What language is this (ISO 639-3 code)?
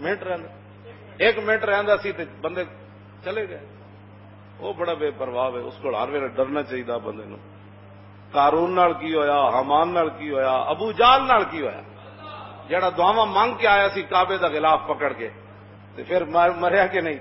lah